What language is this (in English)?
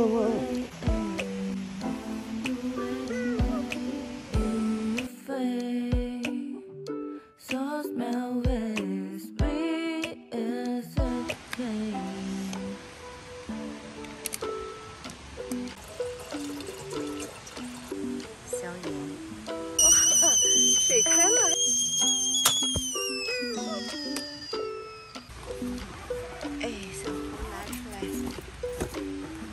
Chinese